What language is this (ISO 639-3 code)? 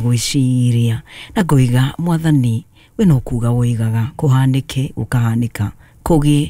kik